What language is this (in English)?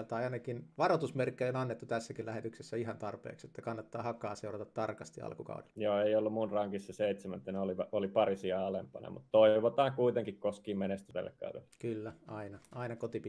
Finnish